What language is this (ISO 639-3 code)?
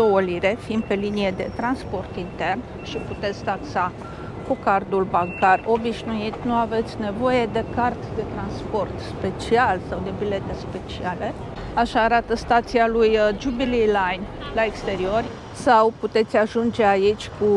ron